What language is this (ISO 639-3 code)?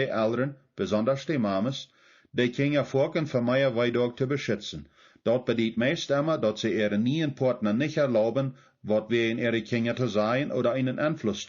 pdt